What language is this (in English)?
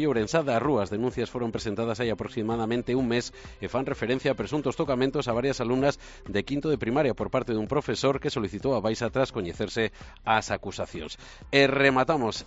Galician